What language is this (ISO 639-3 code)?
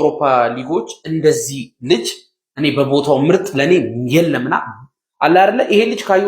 amh